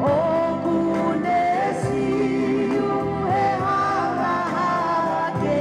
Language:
Tongan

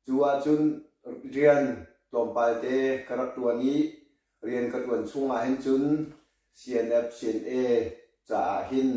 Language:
Hakha Chin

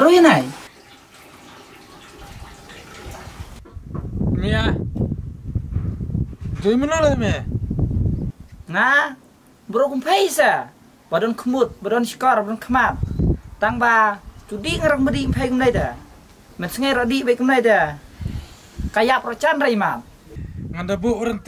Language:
Khasi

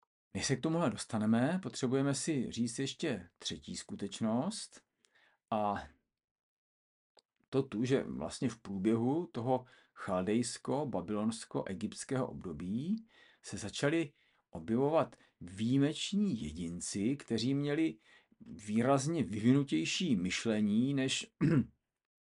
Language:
Czech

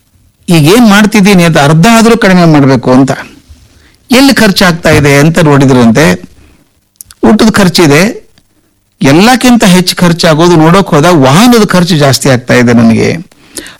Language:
Kannada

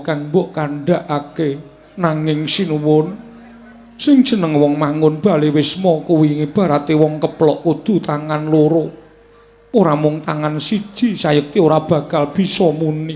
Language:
Javanese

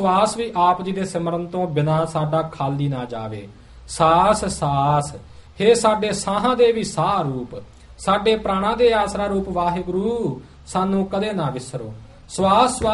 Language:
Punjabi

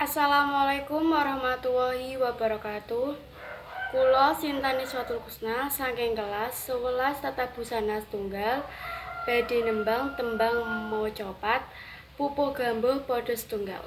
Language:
Javanese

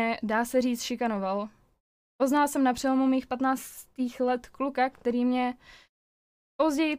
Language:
Czech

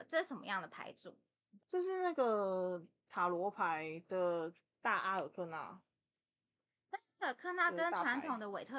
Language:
Chinese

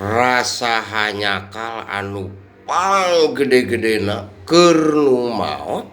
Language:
Sundanese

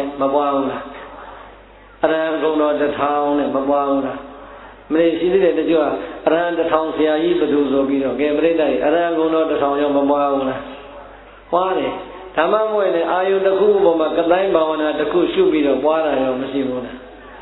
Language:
Burmese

